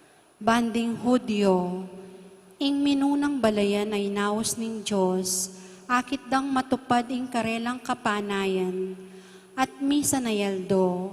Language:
Pampanga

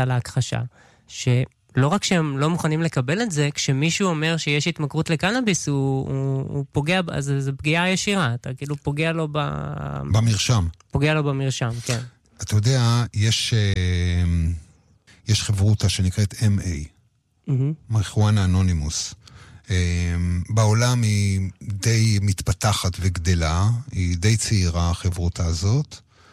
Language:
Hebrew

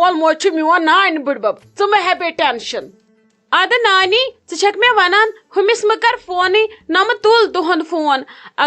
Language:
Kashmiri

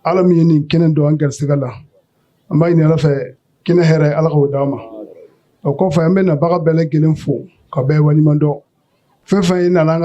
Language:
Bambara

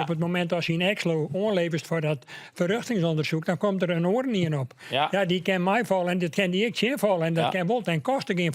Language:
Western Frisian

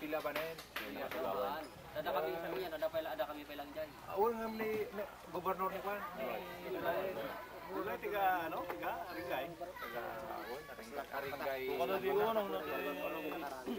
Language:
Iloko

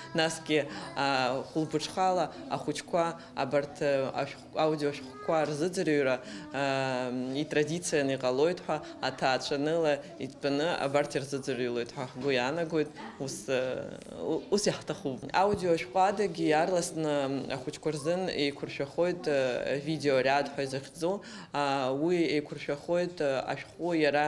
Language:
Abkhazian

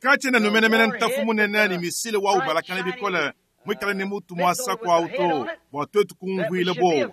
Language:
Luba-Lulua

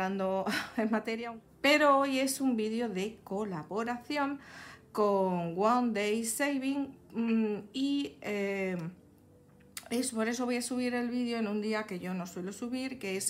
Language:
Spanish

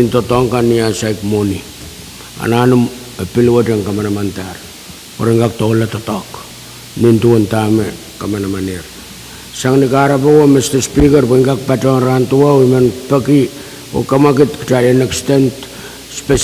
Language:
Pohnpeian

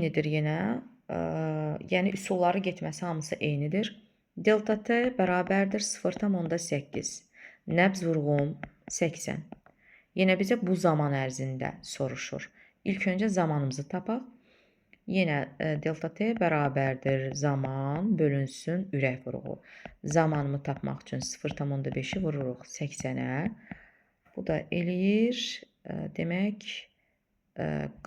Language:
Azerbaijani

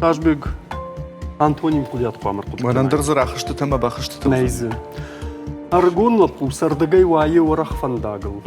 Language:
Ossetic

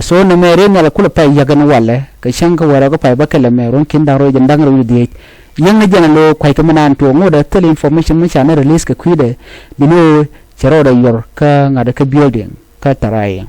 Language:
Nuer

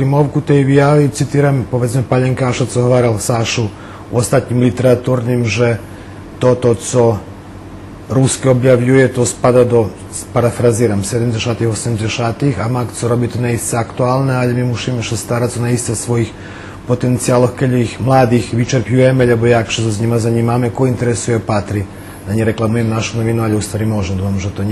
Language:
Rusyn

